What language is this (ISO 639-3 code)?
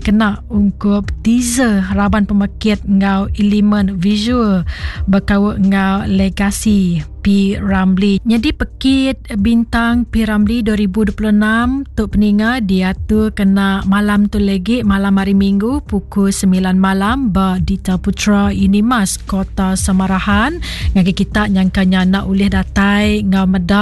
iba